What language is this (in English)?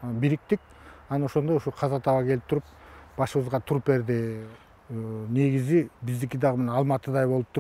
Kyrgyz